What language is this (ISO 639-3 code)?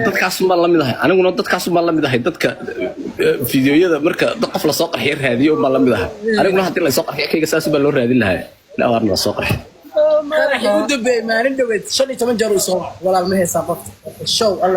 som